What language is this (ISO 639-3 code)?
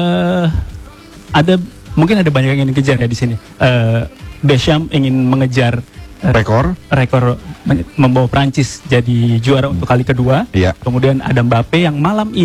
ind